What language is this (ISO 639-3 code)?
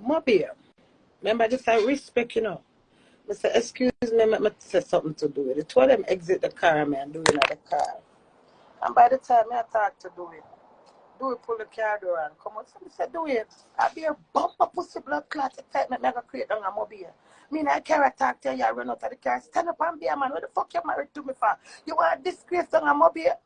jam